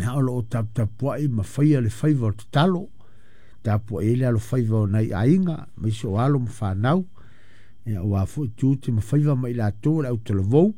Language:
Samoan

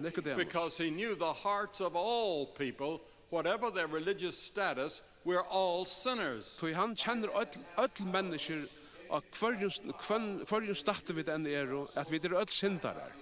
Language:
Faroese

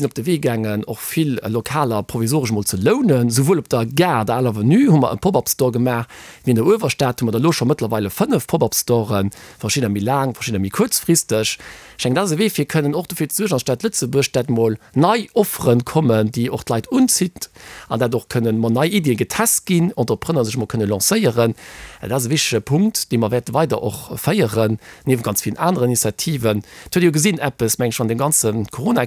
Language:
Luxembourgish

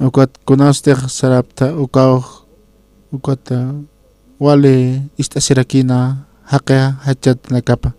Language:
Aymara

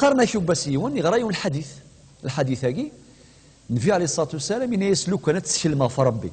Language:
Kabyle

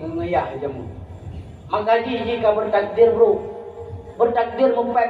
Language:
Achinese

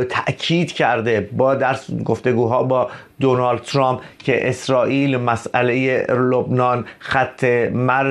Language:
Persian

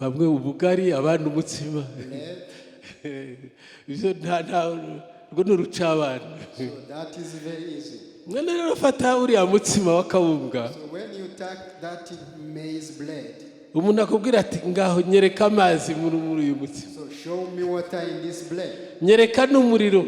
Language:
Kinyarwanda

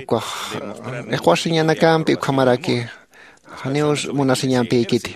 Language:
Aymara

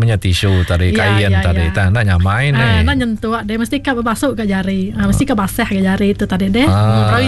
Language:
Iban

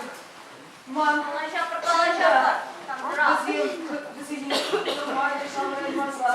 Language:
Chuvash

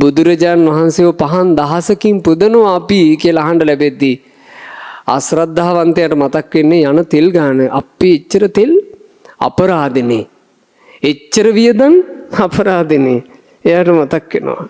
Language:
Sinhala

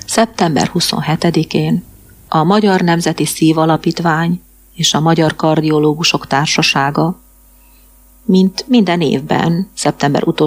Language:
Hungarian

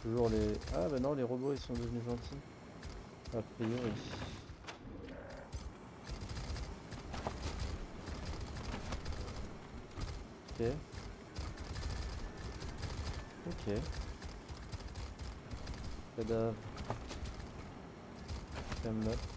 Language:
French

